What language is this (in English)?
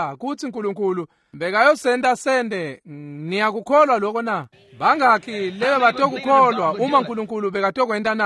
Swati